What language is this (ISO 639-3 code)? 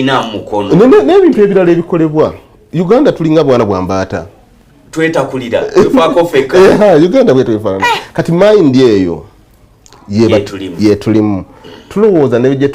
lug